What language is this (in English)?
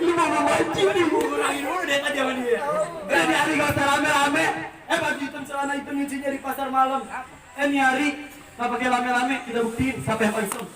Betawi